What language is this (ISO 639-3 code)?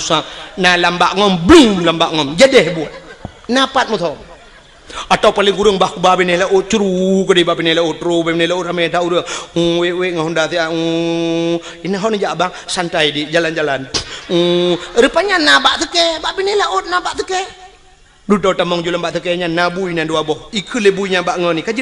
ace